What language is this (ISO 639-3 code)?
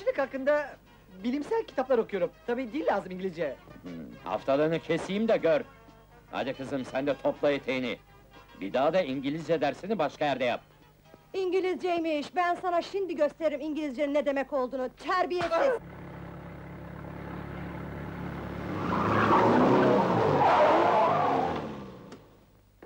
tur